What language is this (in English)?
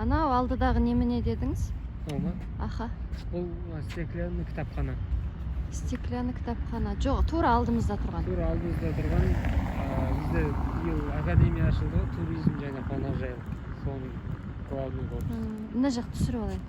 Kazakh